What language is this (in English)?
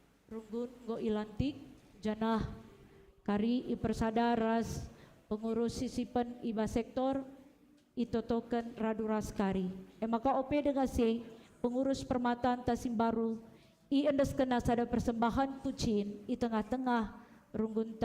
Batak Karo